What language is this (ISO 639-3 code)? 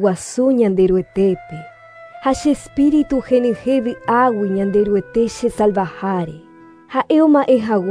grn